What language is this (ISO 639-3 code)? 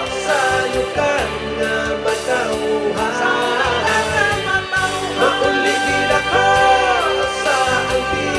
hil